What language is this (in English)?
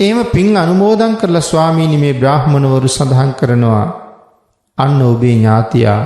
Sinhala